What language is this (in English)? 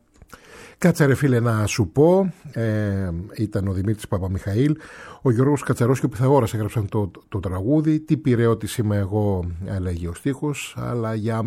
Greek